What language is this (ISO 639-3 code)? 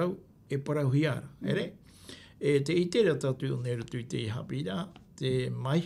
tah